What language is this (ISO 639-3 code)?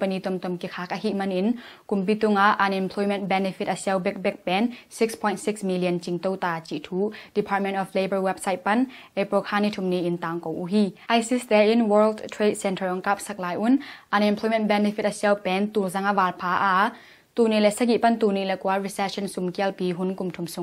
ctd